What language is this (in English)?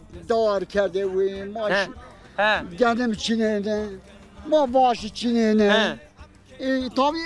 Zaza